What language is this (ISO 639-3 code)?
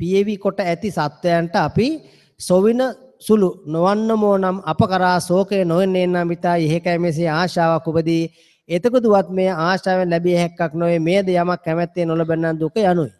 sin